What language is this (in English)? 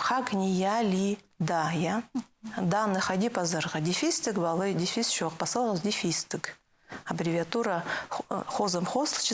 Khakas